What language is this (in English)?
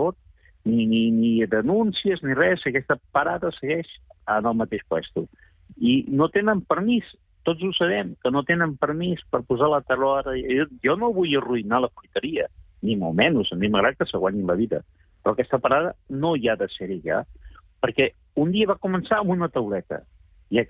Catalan